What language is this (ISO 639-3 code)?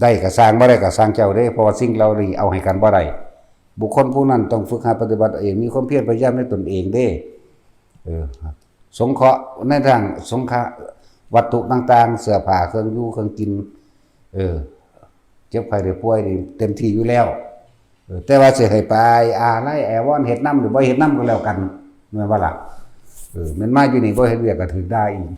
tts